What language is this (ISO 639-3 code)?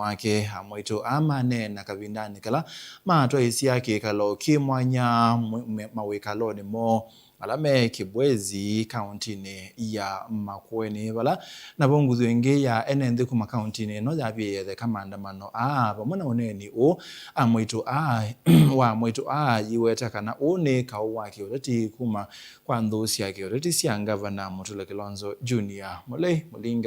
kam